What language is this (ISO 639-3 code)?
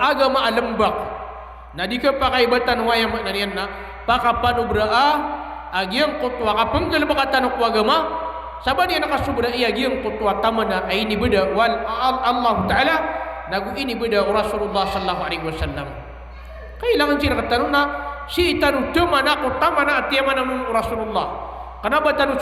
mrw